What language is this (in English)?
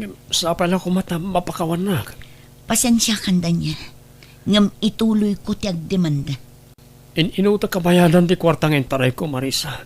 Iloko